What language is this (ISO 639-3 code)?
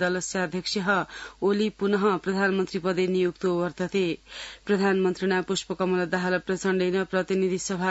san